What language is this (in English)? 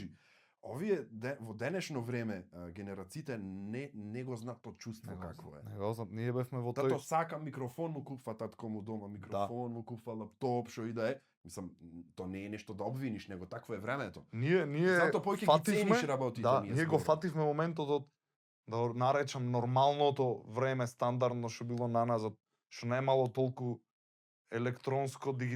Macedonian